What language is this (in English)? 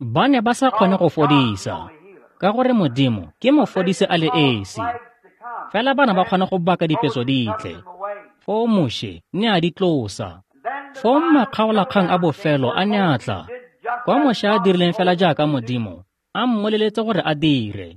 Tswana